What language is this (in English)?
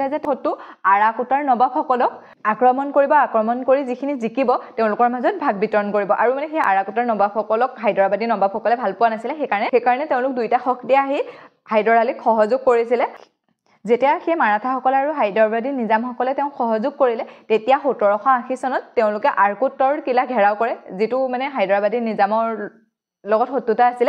Assamese